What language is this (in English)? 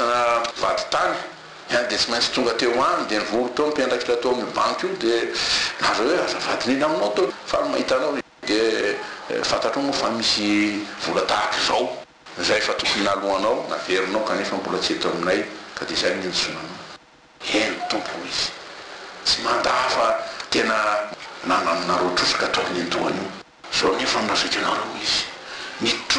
Malagasy